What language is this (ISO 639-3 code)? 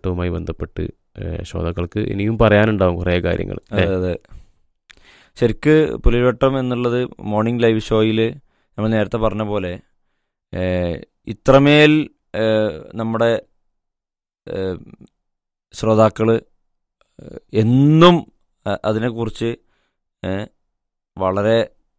mal